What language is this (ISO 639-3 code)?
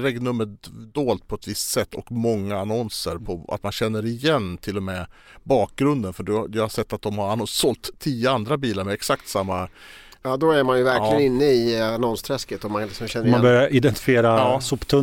swe